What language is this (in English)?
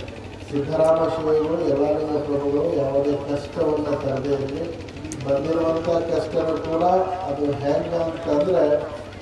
Kannada